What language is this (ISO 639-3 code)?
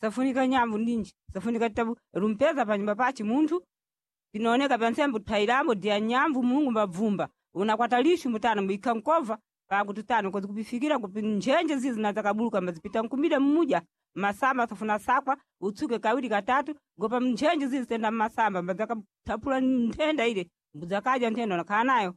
seh